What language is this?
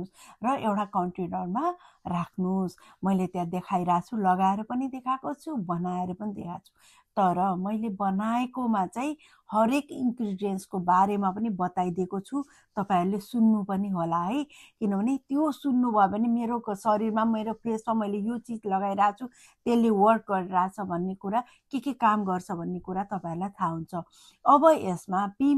Nepali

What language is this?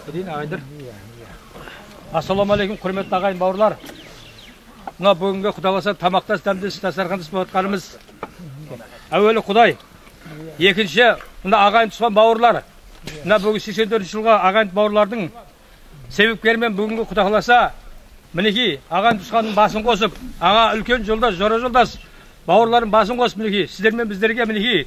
Kazakh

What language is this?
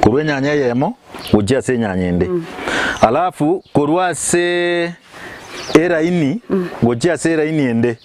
Gusii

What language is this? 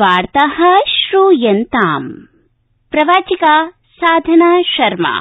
Sanskrit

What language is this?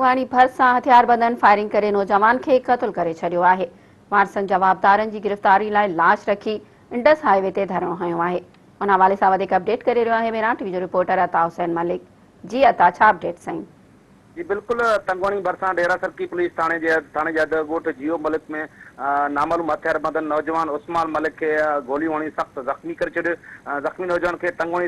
Sindhi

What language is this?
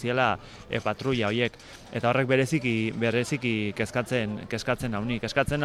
Basque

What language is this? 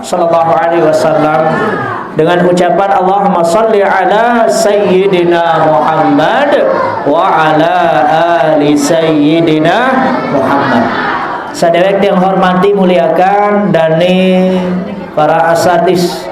Sasak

